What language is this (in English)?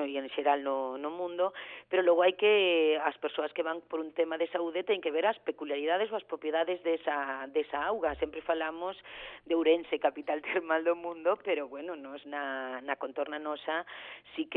Galician